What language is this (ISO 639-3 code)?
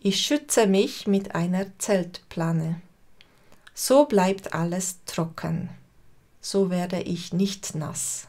gsw